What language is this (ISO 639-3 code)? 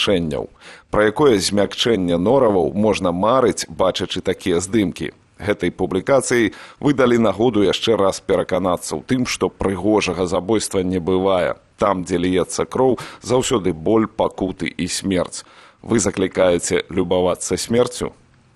bel